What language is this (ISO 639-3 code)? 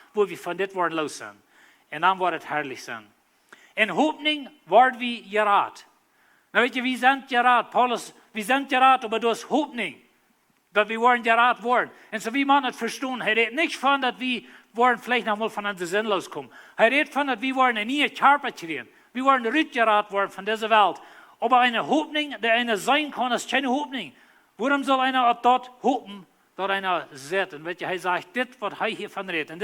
pdt